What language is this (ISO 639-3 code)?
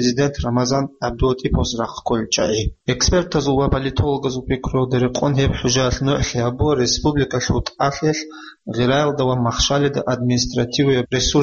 ava